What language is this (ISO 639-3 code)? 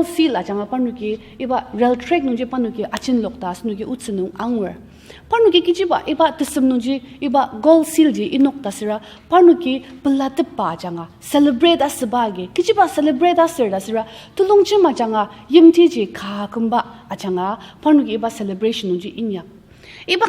njo